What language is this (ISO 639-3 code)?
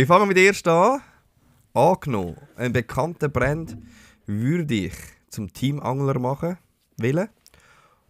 gsw